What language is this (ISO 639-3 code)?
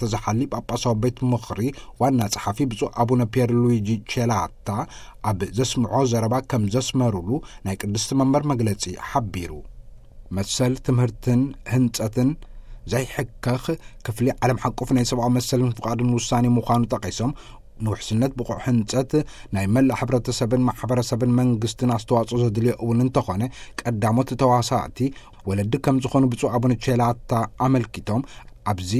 tir